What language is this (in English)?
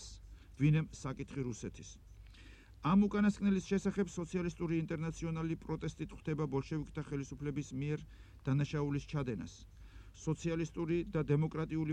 Georgian